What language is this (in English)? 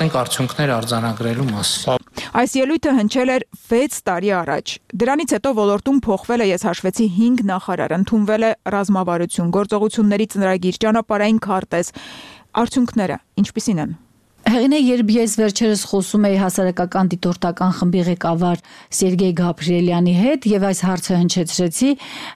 Armenian